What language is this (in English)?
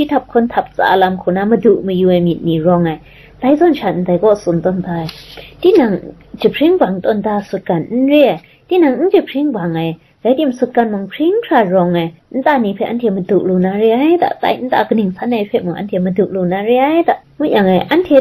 Kachin